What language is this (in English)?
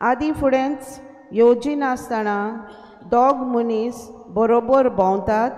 Konkani